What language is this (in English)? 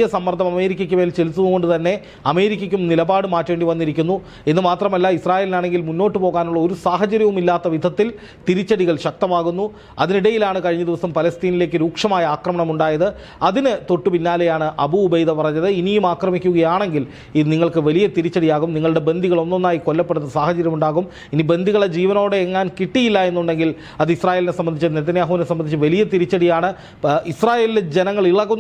Malayalam